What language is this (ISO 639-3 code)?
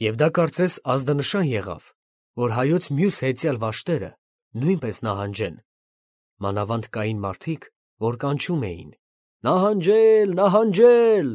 hye